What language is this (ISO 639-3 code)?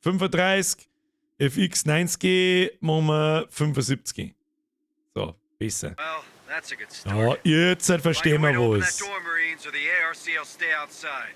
bar